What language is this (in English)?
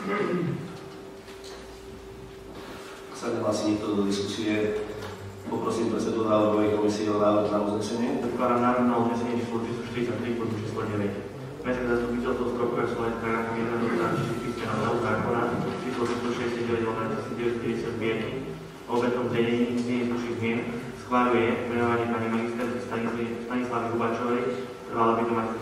Slovak